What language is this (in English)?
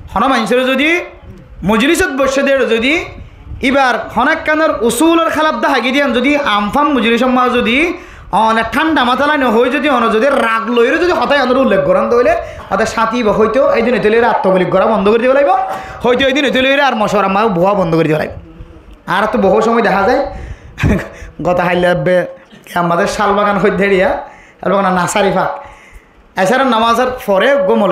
Rohingya